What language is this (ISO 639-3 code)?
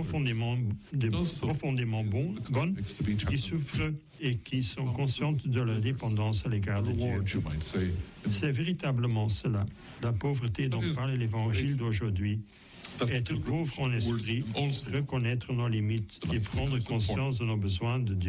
fra